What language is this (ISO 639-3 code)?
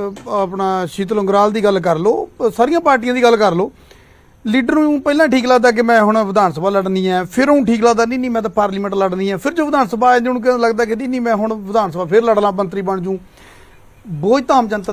pan